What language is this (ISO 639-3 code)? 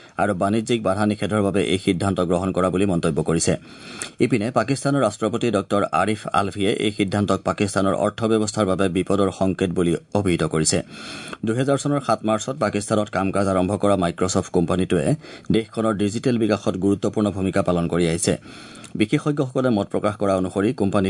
asm